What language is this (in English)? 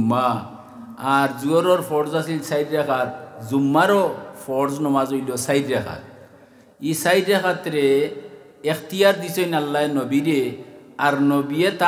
Sylheti